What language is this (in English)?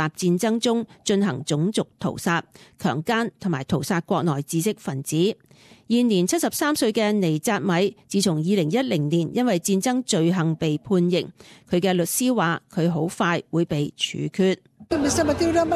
Cantonese